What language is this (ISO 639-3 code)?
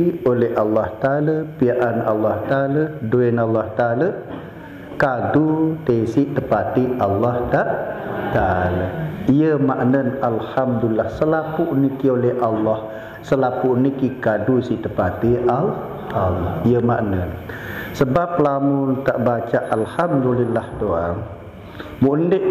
sas